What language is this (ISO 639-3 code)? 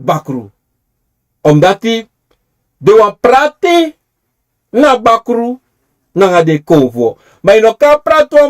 srn